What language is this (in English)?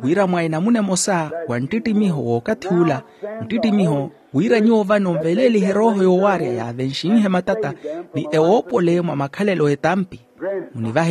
Makhuwa